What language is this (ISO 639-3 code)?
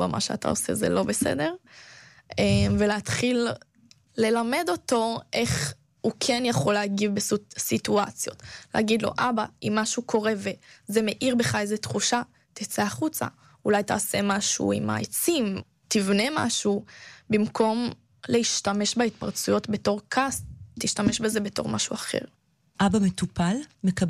heb